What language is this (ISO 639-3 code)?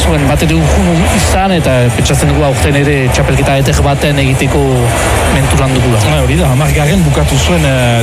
eus